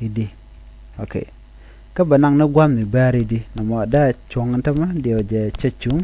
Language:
Nuer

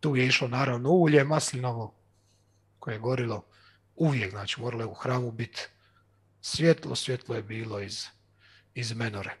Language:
Croatian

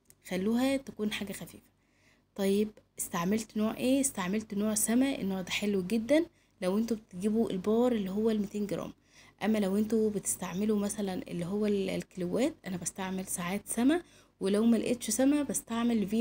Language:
Egyptian Arabic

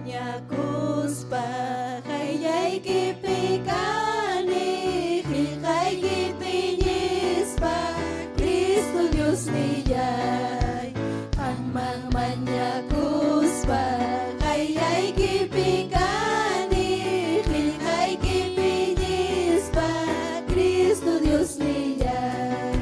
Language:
Ayacucho Quechua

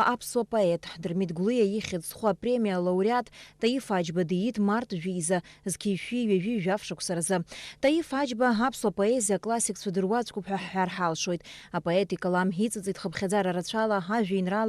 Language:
Abkhazian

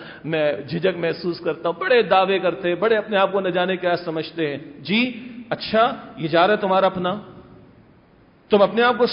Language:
Urdu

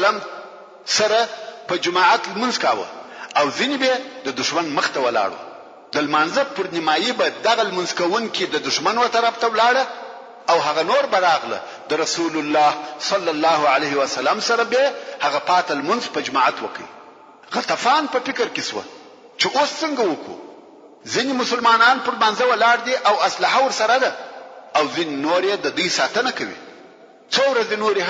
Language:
Pashto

